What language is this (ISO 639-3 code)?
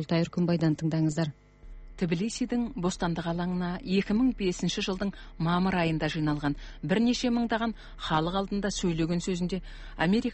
kaz